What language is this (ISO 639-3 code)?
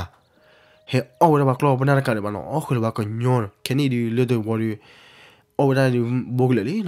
ksw